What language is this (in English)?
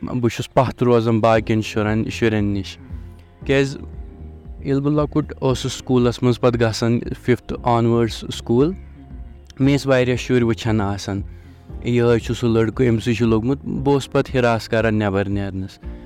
Kashmiri